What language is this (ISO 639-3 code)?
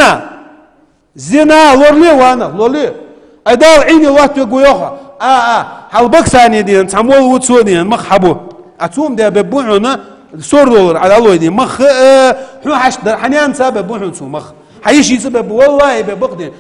inh